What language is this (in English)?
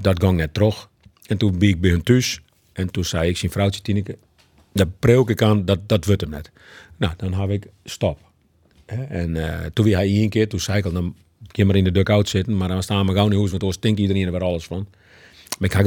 Western Frisian